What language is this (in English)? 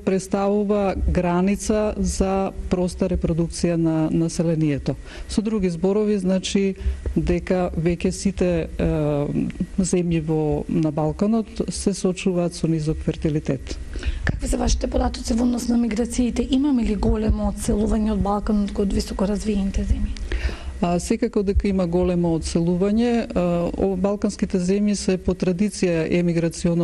Macedonian